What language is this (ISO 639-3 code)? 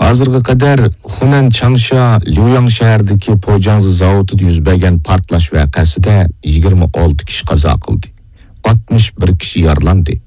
uig